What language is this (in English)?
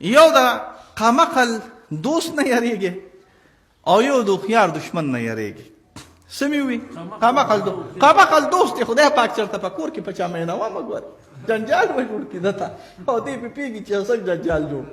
Pashto